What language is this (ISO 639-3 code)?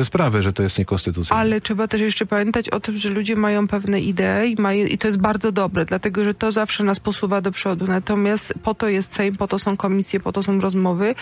pol